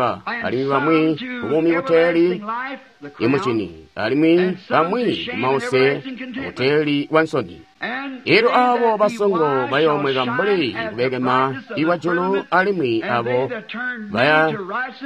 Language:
Tonga (Zambia)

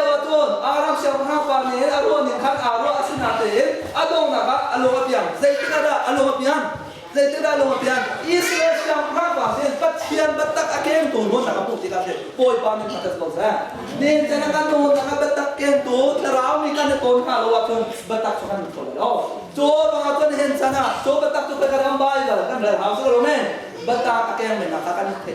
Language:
Hakha Chin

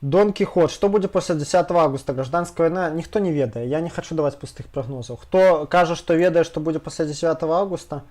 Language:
Belarusian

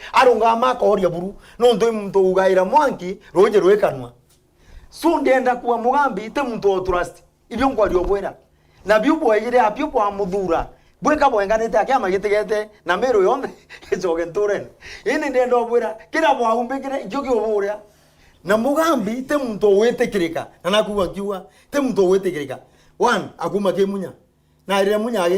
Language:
Meru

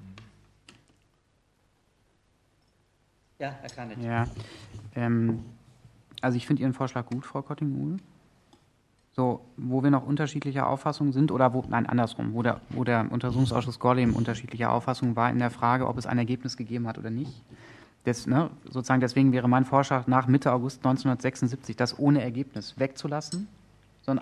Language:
German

